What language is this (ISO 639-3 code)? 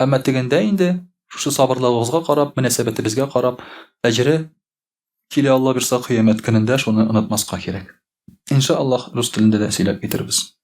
tat